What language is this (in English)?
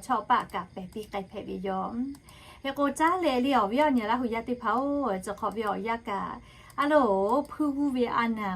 Lahu